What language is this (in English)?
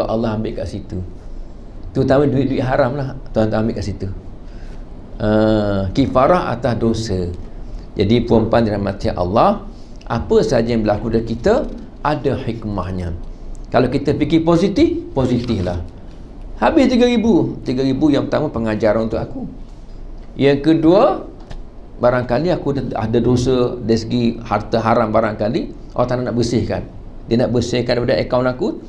Malay